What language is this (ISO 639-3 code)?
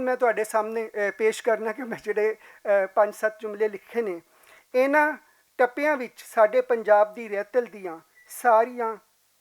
lah